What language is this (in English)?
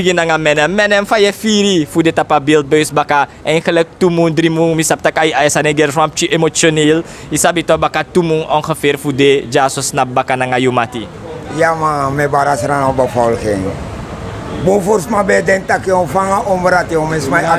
Sranan Tongo